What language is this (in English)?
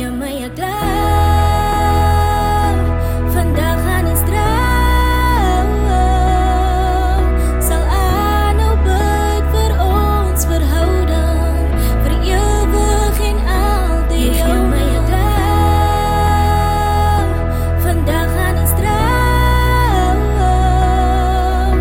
Afrikaans